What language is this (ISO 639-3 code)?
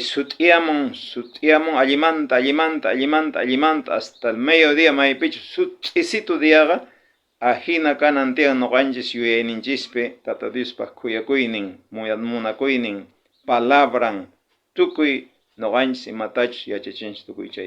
quh